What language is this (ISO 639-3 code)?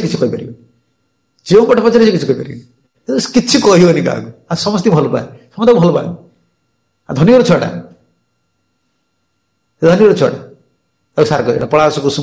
ori